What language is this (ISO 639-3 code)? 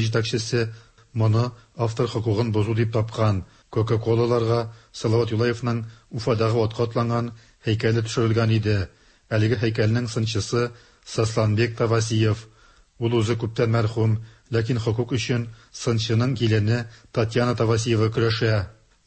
tat